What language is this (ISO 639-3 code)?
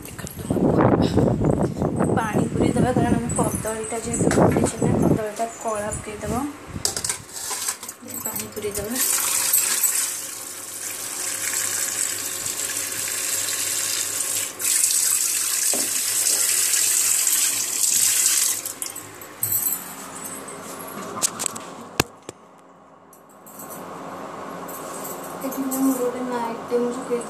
ori